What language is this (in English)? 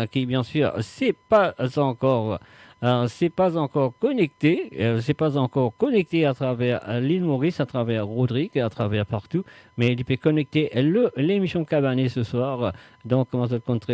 Morisyen